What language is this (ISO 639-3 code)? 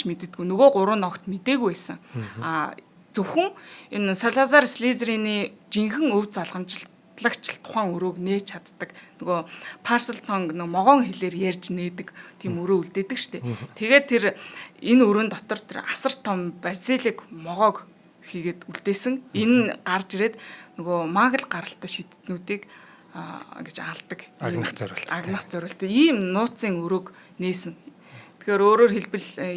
mon